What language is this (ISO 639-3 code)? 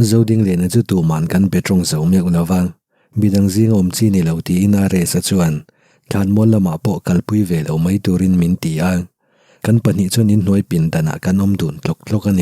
lus